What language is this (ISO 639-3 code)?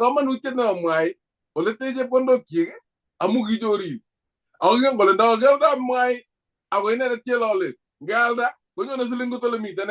kln